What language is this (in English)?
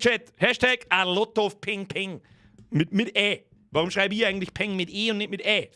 Bavarian